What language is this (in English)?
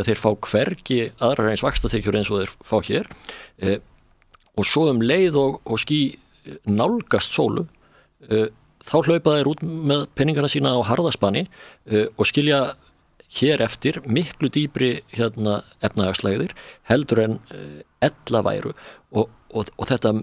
Icelandic